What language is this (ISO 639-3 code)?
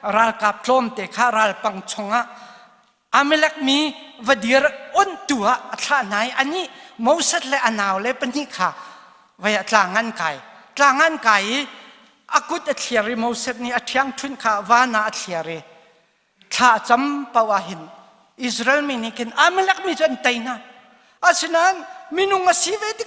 cnh